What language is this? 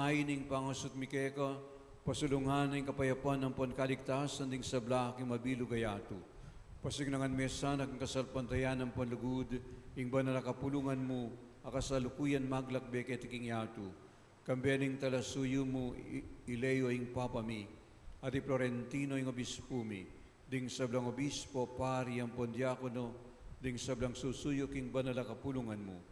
Pampanga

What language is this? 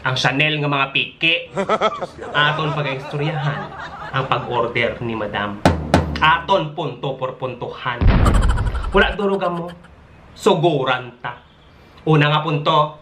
Hiligaynon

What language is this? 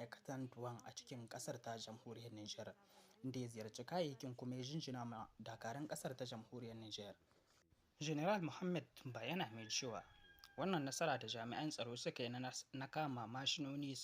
Hausa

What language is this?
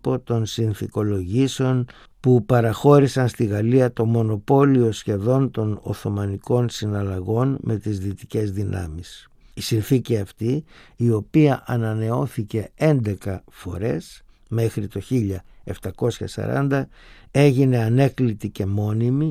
Greek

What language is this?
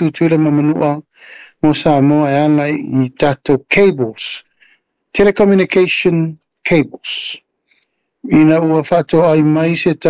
Samoan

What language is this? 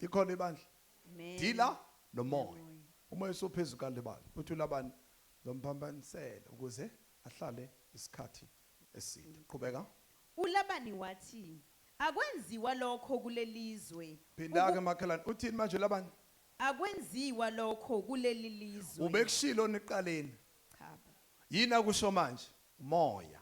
Zulu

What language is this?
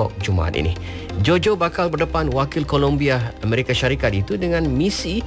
Malay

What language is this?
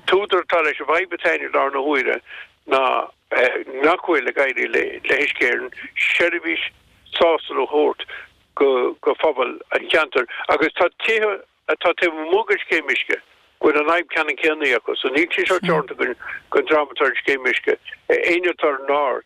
Irish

